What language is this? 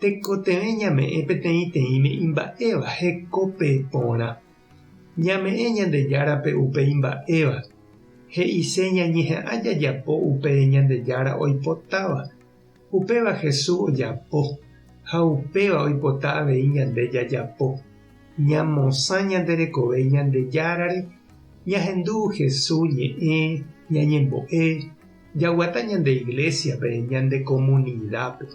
Guarani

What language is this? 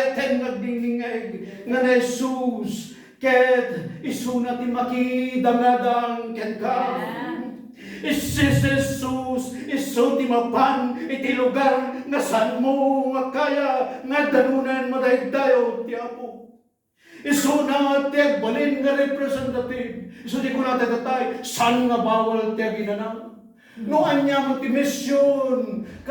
Iloko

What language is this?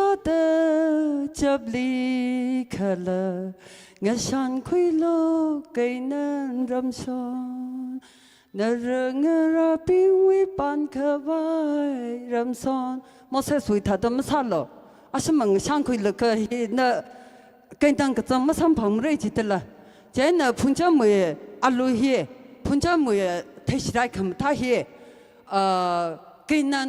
Tangkhul Naga (India)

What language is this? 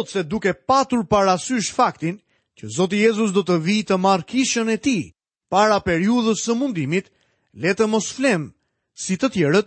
Albanian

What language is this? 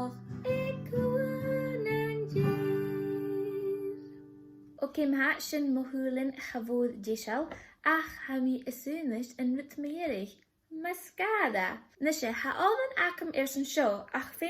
Scottish Gaelic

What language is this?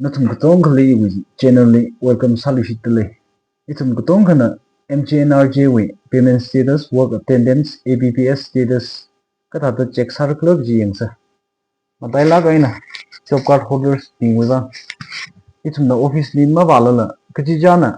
Tangkhul Naga (India)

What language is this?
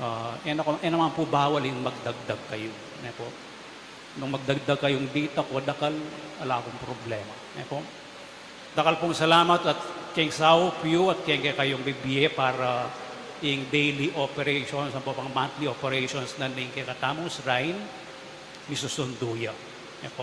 Pampanga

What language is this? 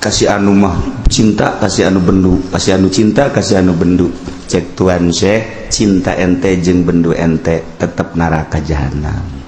Sundanese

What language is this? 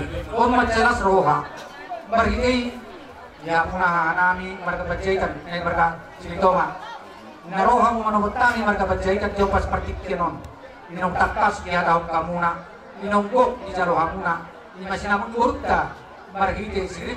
Batak Toba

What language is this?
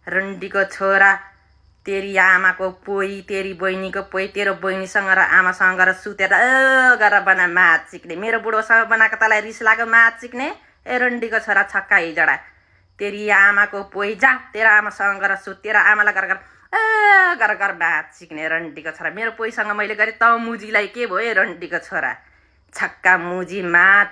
Nepali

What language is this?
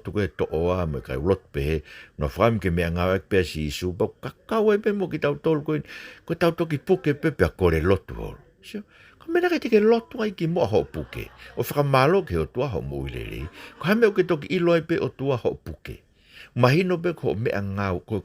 Tongan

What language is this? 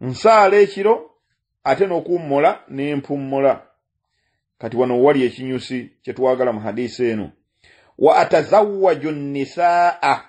Ganda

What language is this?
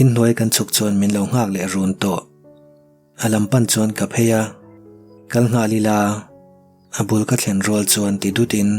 Mizo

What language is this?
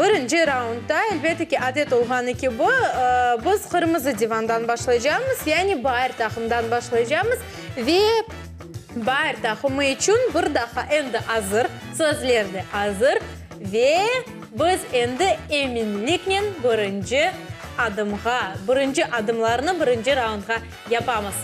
Crimean Tatar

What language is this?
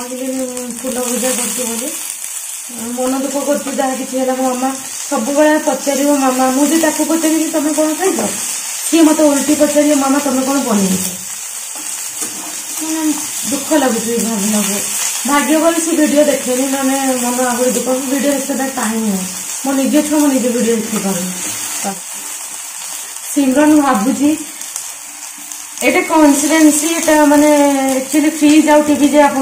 Odia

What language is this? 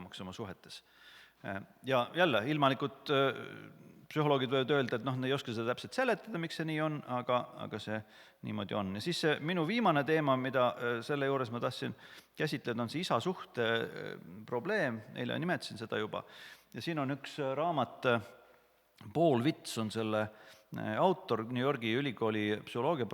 Estonian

